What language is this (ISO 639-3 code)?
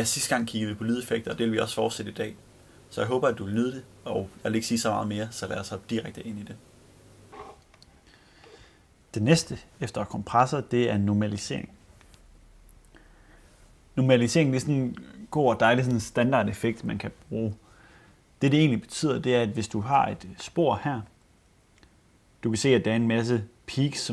dan